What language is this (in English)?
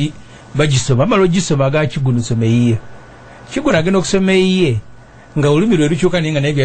Ganda